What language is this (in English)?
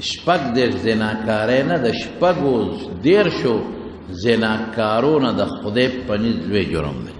Pashto